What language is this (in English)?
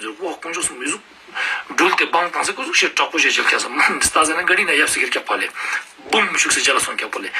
Ladakhi